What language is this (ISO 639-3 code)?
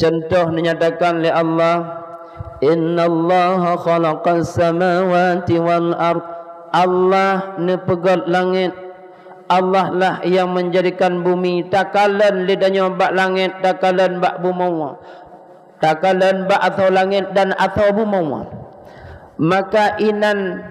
ace